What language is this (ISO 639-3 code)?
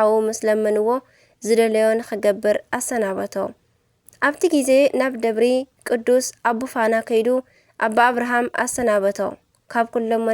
tir